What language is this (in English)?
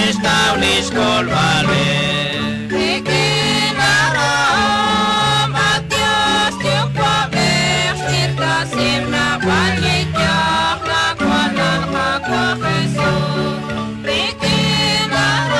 Kekchí